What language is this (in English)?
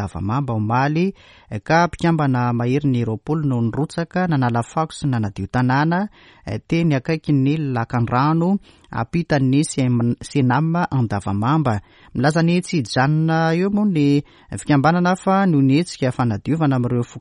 Malagasy